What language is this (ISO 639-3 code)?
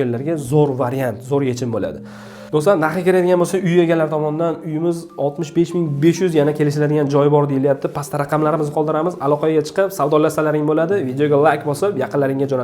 uzb